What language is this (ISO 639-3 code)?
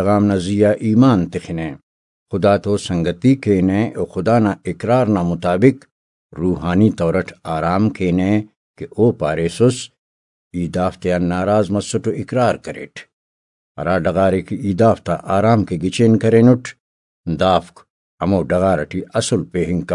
brh